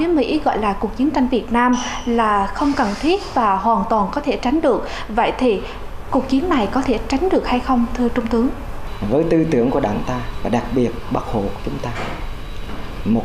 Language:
Vietnamese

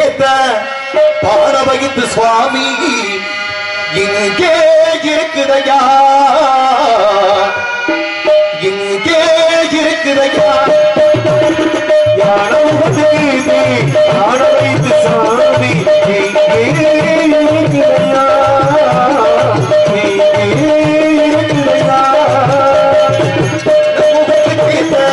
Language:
Tamil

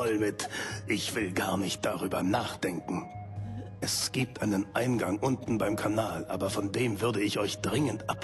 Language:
Bavarian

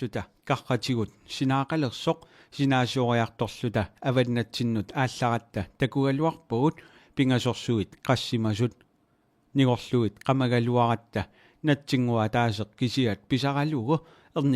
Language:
Kalaallisut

